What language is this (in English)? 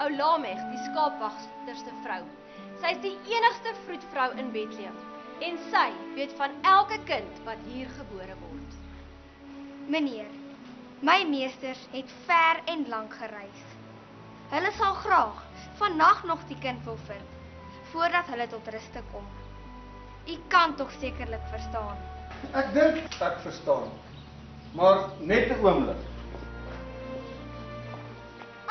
Afrikaans